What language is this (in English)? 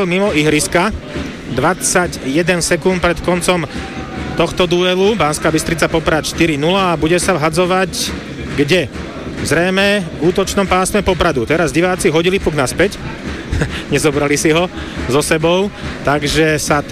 Slovak